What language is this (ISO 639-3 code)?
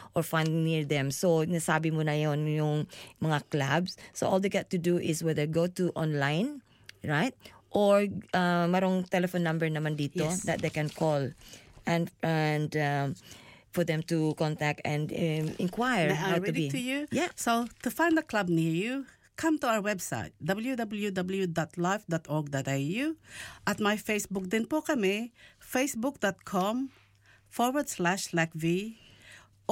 fil